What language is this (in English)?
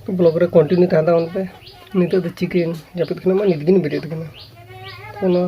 Santali